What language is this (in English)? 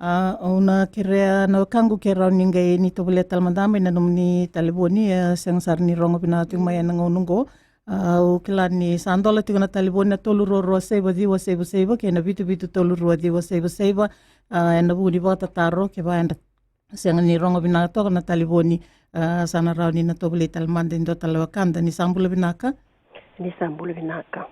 Fijian